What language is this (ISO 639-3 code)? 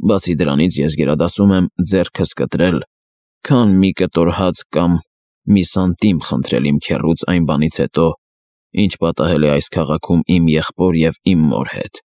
hye